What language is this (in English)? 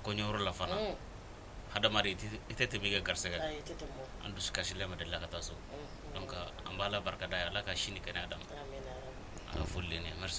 Bambara